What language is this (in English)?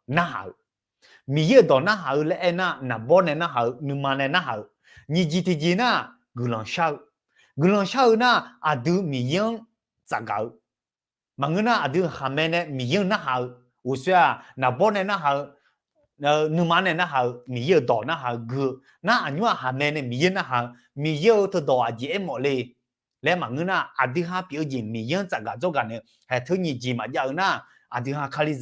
Akha